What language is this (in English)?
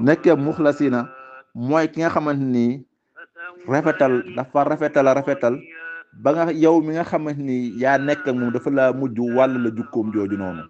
Wolof